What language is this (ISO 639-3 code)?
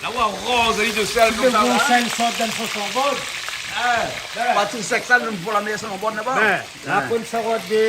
rcf